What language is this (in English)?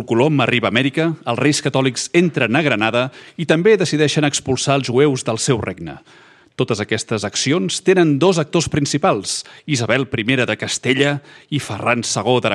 Catalan